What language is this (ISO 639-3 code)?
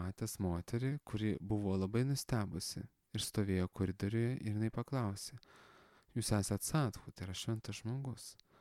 lit